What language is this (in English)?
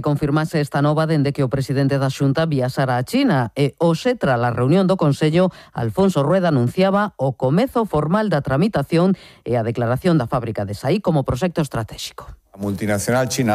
Galician